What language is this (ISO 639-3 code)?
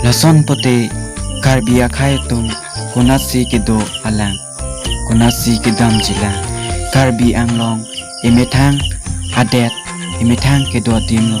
mjw